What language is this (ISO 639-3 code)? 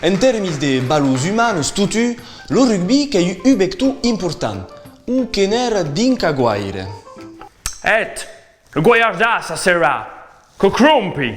oci